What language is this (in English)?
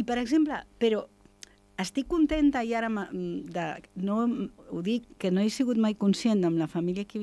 Catalan